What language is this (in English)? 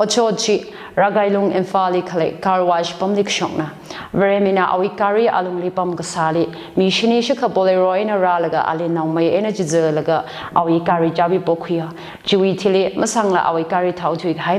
Tangkhul Naga (India)